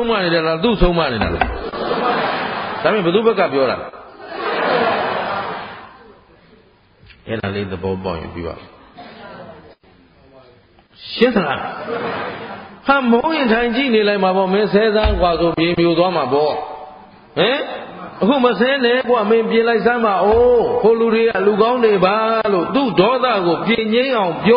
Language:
Burmese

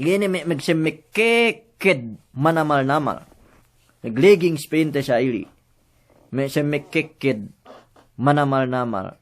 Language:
Yakan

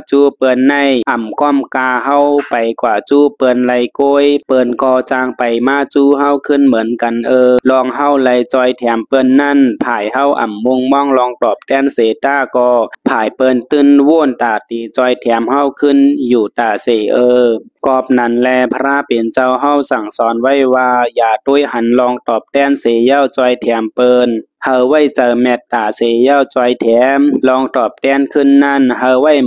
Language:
Shan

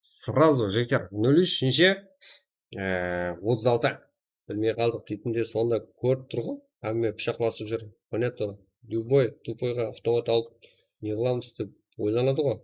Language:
Kara-Kalpak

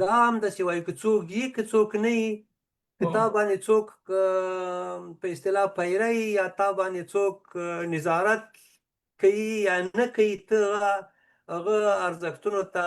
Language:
Pashto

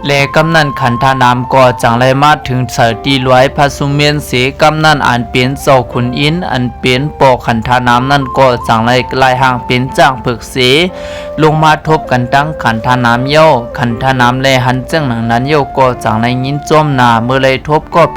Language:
Lao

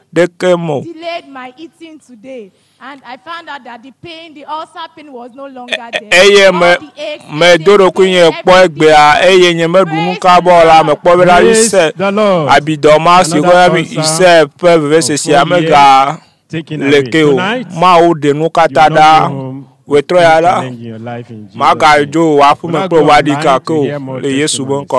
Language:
Ewe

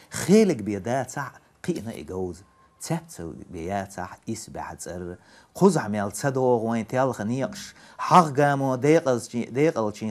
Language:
Chechen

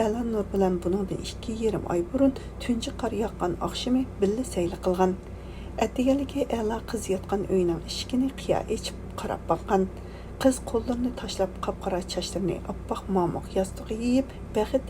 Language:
Uyghur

